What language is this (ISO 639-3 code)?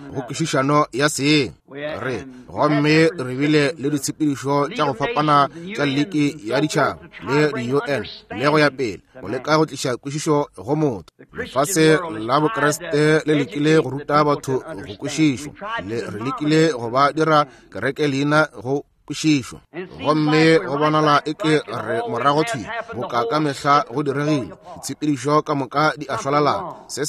nso